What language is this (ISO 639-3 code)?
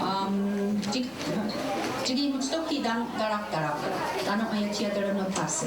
moh